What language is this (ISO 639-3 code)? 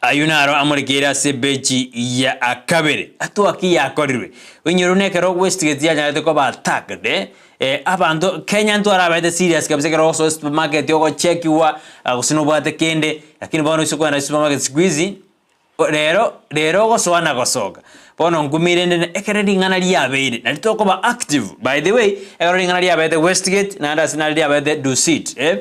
guz